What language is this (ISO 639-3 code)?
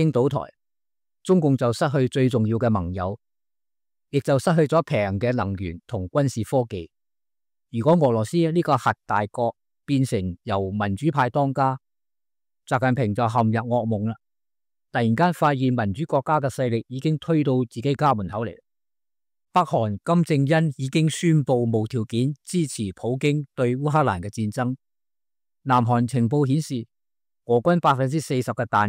yue